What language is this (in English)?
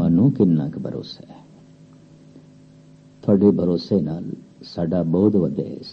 Punjabi